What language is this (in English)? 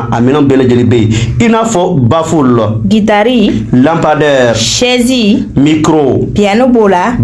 Bambara